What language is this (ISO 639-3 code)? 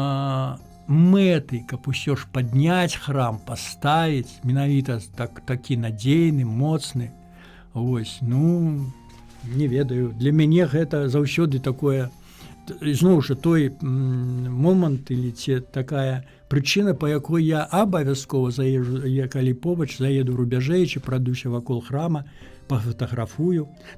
bel